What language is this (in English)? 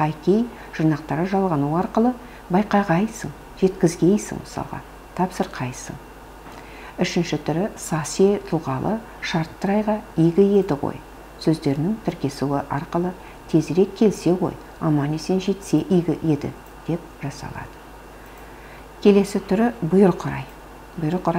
Kazakh